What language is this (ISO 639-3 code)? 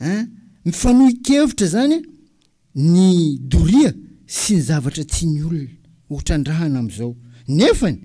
mlg